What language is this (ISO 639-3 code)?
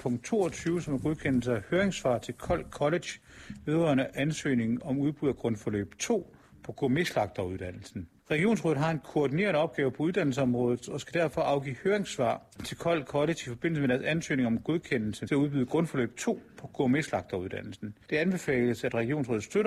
dan